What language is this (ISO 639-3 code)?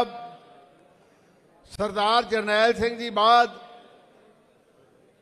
pan